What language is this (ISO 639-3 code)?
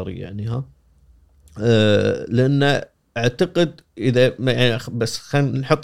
afb